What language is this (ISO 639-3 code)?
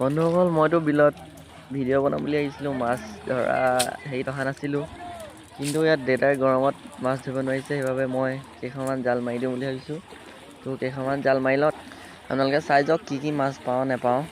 asm